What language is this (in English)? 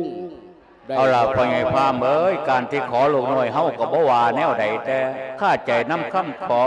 Lao